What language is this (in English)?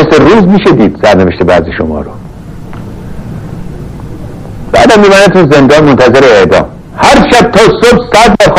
Persian